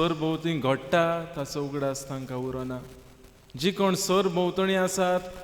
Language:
Konkani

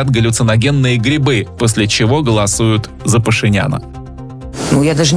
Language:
Russian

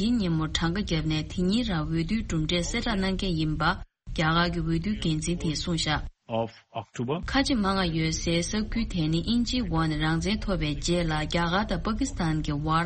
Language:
Tibetan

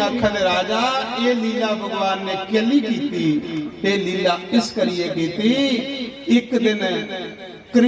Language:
Dogri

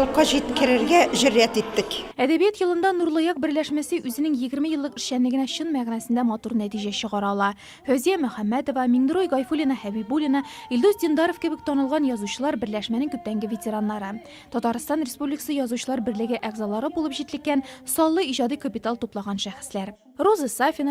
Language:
Tatar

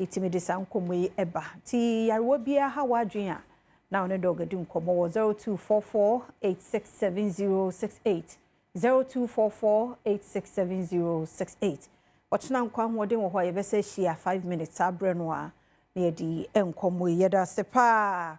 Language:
Akan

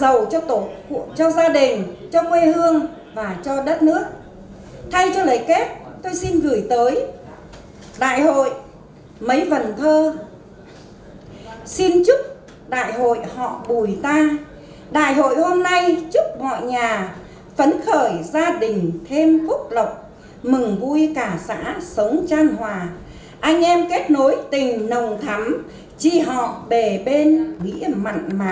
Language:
Vietnamese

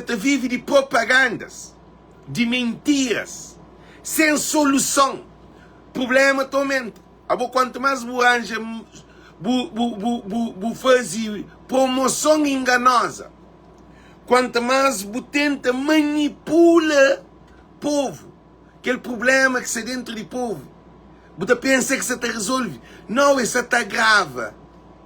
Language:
Kabuverdianu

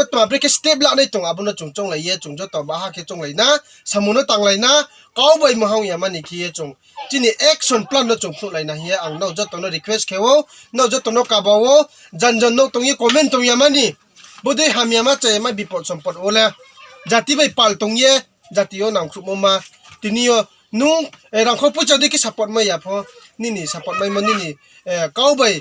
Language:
Riang (India)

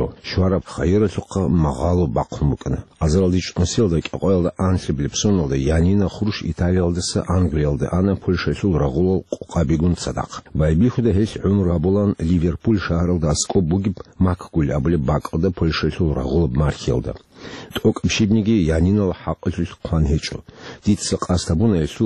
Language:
Avaric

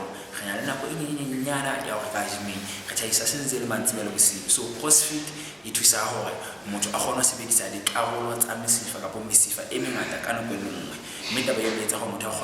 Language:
Southern Sotho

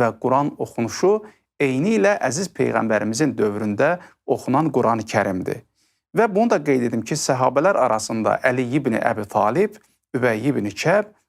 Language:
Azerbaijani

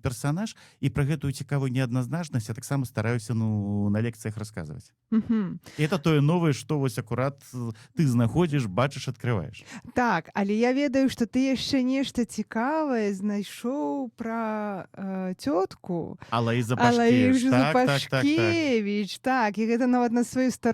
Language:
Belarusian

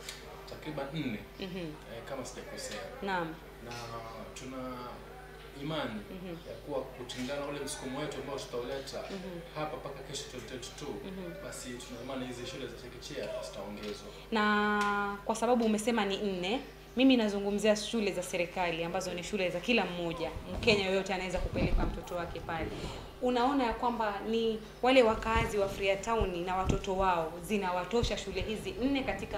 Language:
Swahili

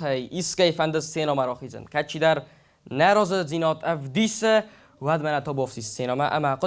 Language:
Ossetic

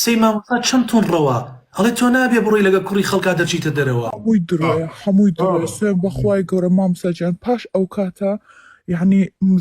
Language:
Central Kurdish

